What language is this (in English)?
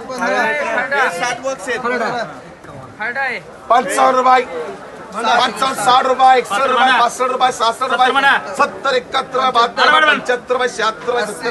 Marathi